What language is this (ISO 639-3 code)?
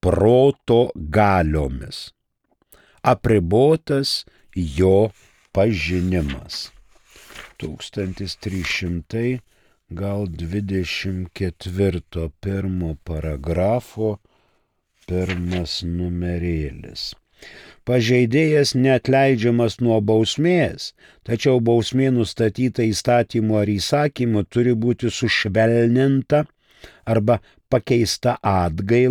lit